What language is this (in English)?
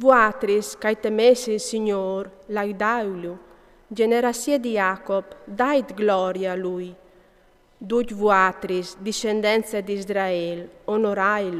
Friulian